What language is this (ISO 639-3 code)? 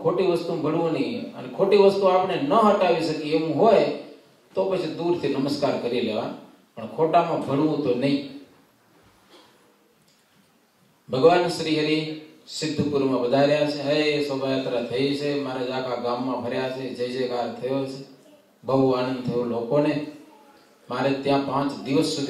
guj